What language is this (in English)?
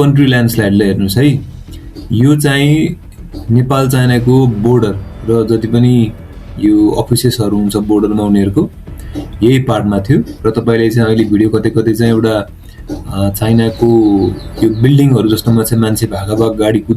Nepali